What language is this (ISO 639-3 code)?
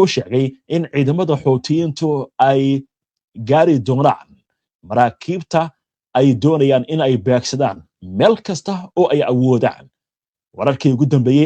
som